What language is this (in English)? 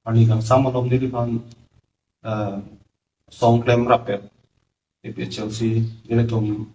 Karbi